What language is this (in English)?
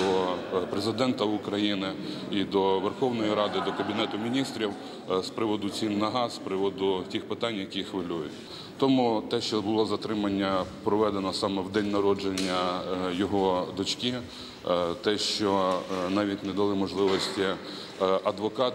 Ukrainian